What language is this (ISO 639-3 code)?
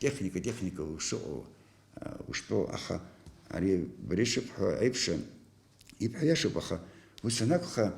abk